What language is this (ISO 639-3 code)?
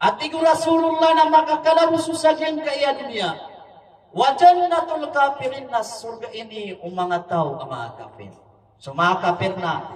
mrw